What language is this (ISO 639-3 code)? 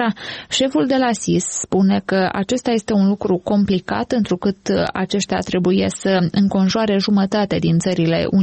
ron